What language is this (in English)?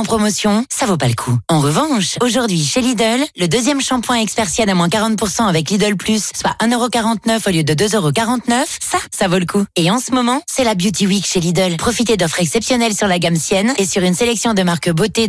French